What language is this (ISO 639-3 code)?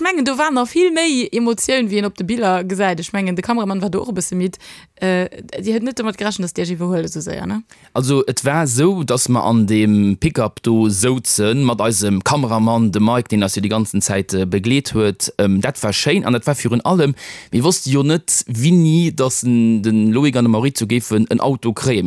ltz